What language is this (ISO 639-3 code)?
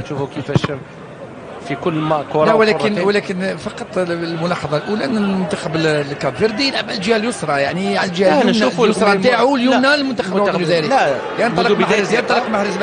arq